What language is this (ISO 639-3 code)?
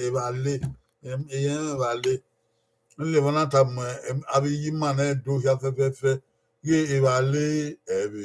bin